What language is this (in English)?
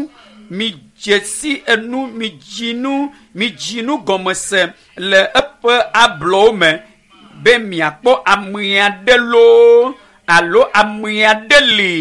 Ewe